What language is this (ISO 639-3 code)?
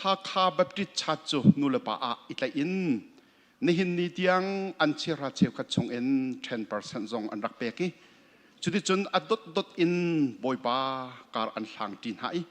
cnh